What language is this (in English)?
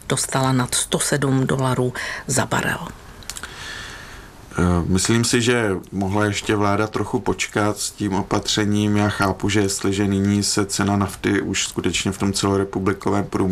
Czech